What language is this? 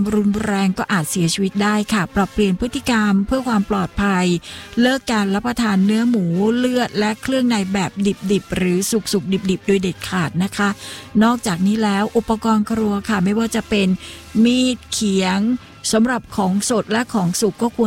Thai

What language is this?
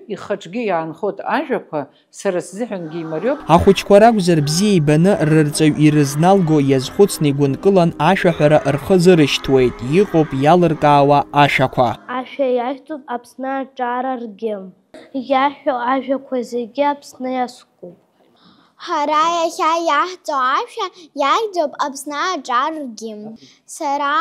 Abkhazian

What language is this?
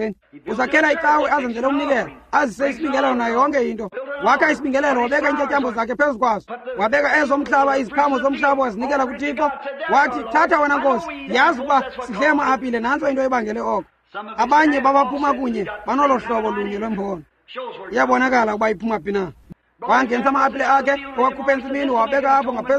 Xhosa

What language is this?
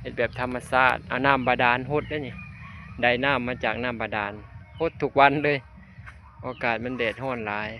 Lao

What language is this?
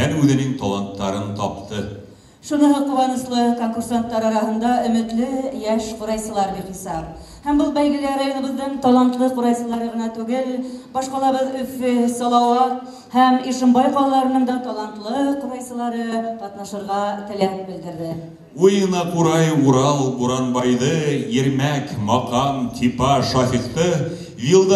Bashkir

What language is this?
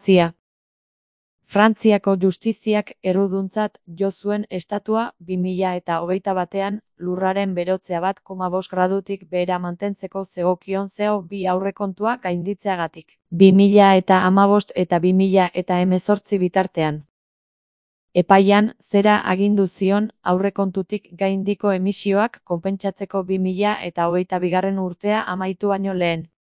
Basque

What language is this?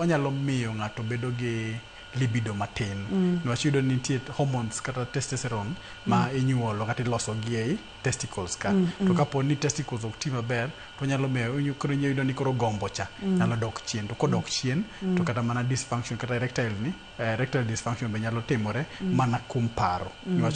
Luo (Kenya and Tanzania)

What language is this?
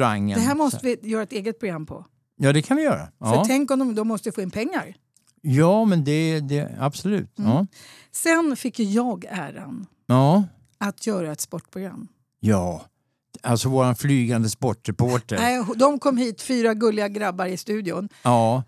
Swedish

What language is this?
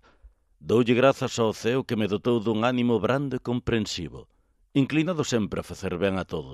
Galician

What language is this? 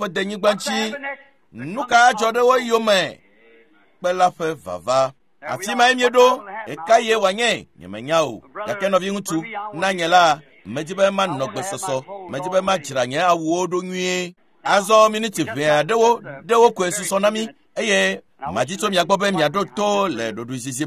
Ewe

